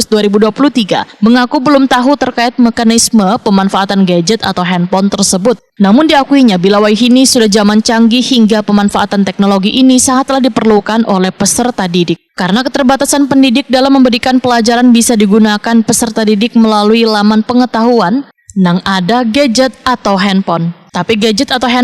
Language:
Banjar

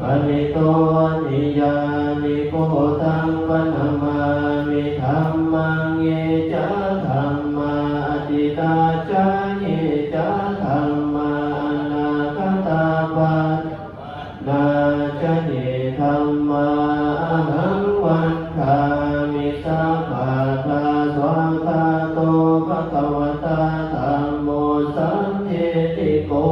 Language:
Pali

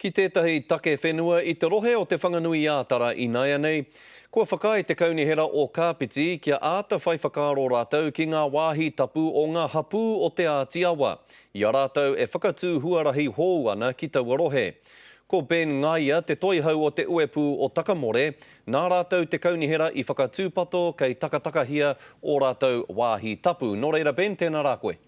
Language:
Māori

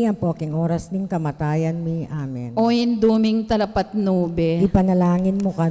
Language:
Pampanga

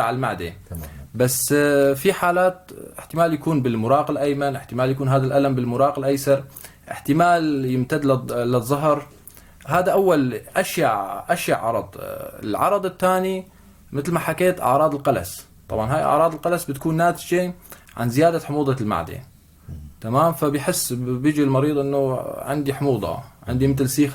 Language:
North Levantine Arabic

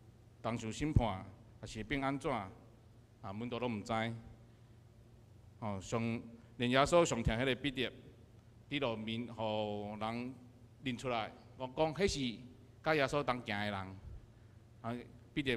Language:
Min Nan Chinese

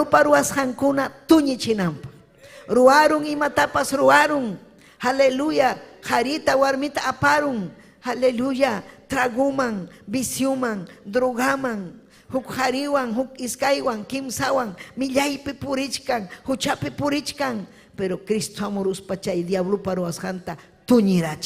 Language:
Ayacucho Quechua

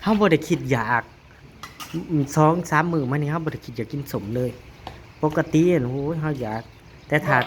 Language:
Northeastern Thai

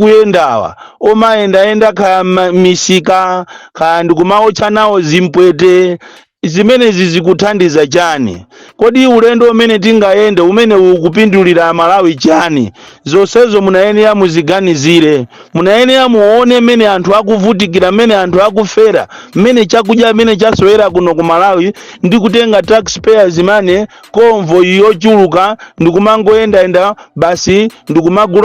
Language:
Nyanja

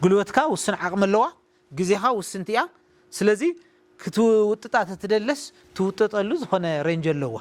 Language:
Tigrinya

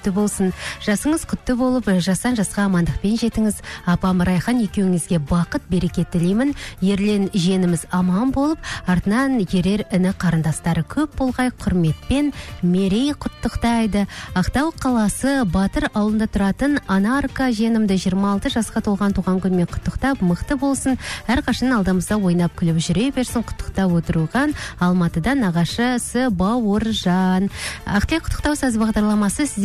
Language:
Kazakh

